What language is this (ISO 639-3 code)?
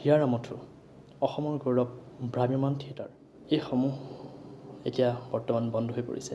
asm